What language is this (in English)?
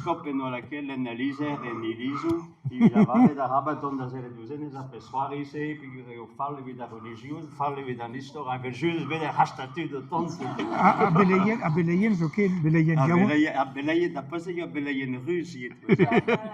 Breton